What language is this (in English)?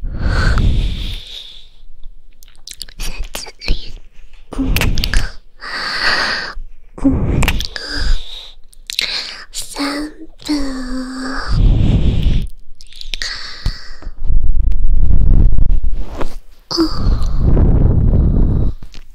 Chinese